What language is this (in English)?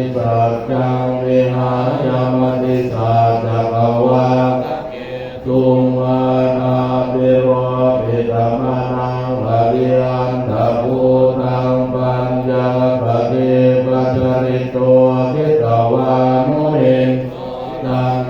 Pali